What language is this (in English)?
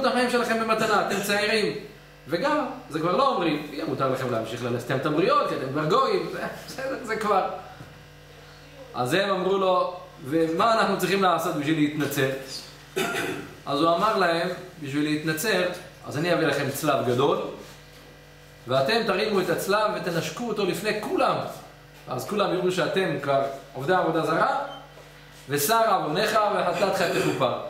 Hebrew